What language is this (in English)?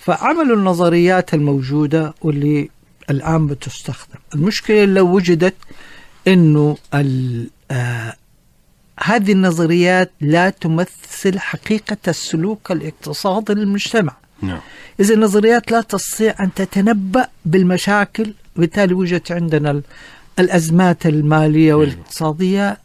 Najdi Arabic